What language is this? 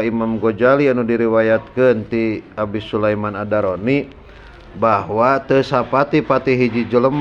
Sundanese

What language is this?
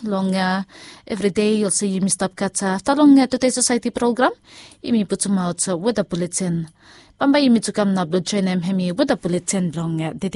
Bislama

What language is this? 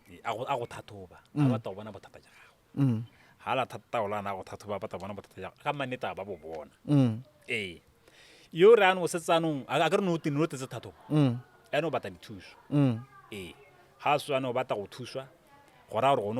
Tswana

